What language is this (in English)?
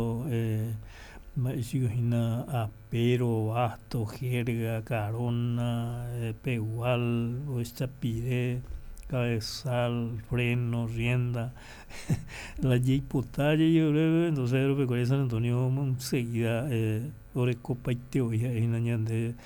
Guarani